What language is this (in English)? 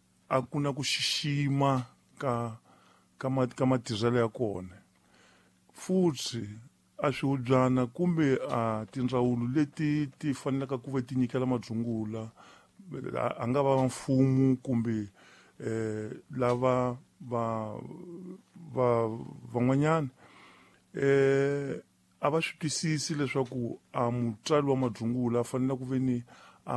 Tsonga